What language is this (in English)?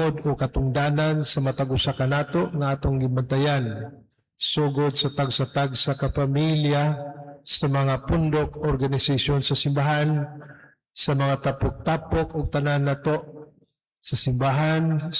Cebuano